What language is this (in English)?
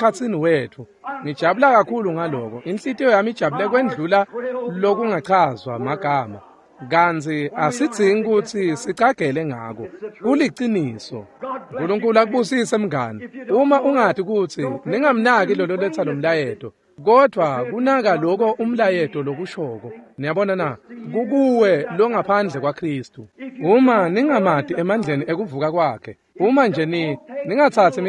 Swati